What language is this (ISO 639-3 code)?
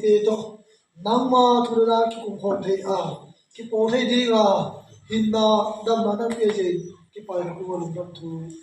ctd